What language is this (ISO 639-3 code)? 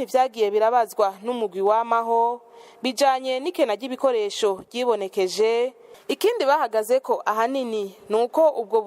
run